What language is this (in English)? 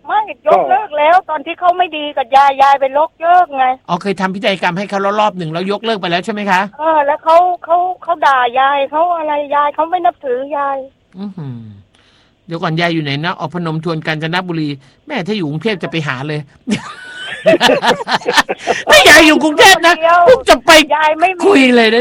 Thai